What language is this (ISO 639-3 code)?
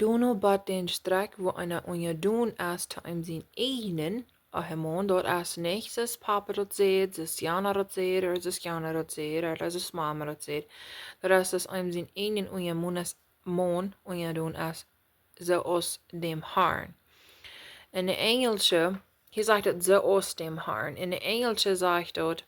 pdt